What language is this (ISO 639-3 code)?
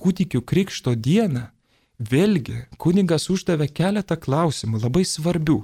lit